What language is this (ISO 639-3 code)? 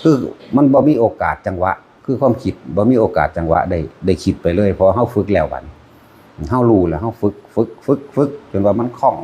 tts